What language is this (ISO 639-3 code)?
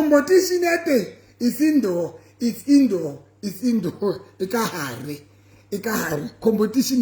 sot